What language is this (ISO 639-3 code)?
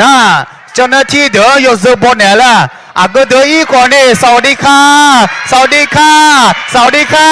ahk